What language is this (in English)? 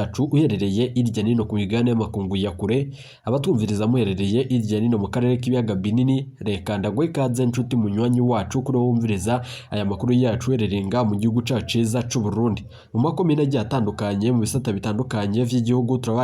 Rundi